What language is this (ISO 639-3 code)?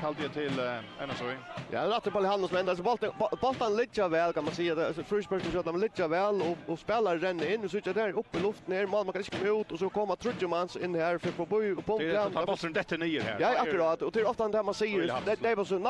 fao